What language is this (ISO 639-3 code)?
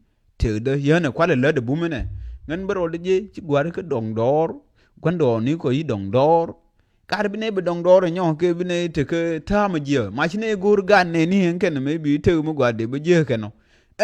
nus